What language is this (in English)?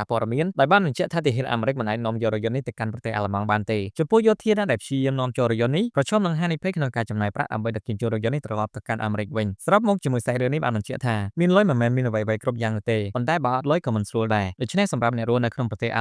Khmer